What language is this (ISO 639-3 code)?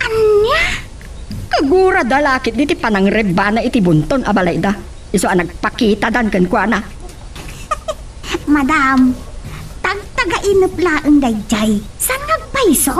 ilo